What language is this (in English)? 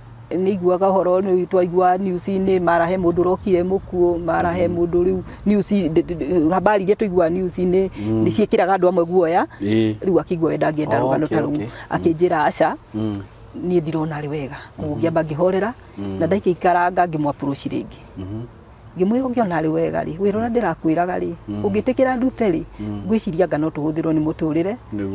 Kikuyu